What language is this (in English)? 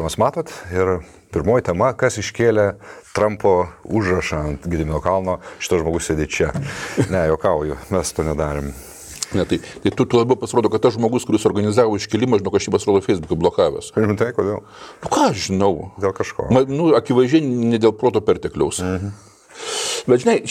Lithuanian